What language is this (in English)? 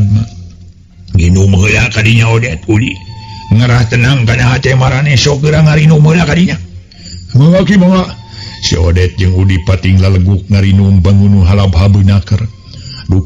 Sundanese